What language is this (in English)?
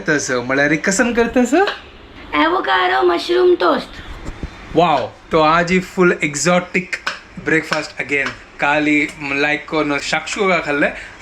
Konkani